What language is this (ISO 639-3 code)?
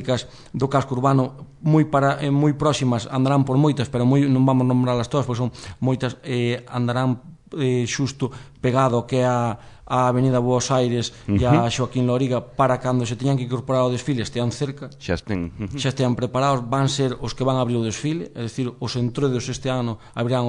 glg